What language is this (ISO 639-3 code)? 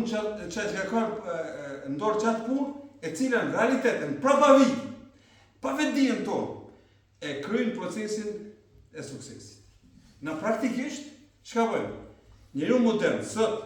sqi